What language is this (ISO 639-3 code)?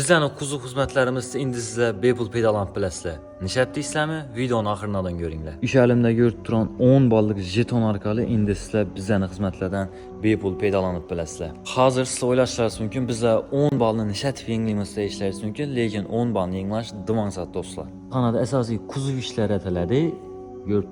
uzb